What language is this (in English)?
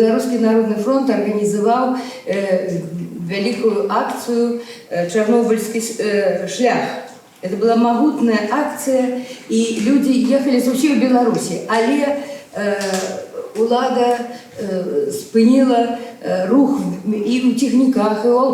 Belarusian